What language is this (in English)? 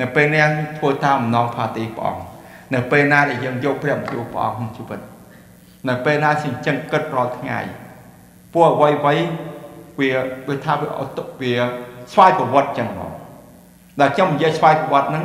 Khmer